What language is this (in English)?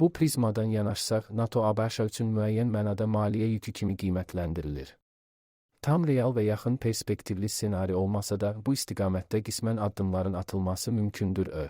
Azerbaijani